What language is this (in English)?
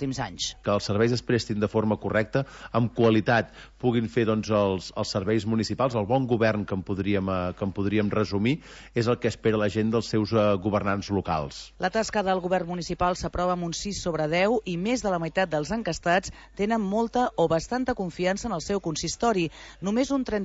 Catalan